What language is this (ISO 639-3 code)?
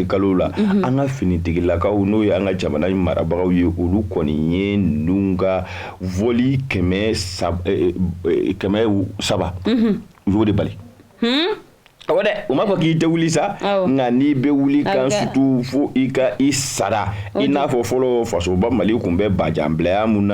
bam